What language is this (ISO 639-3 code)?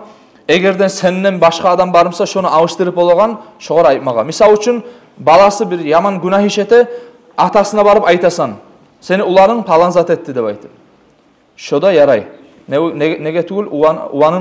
kum